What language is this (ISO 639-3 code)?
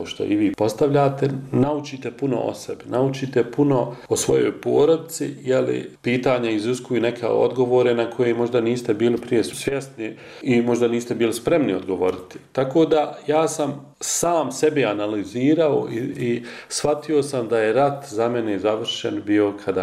bos